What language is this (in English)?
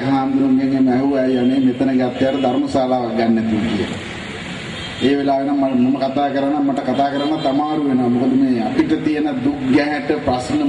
Sinhala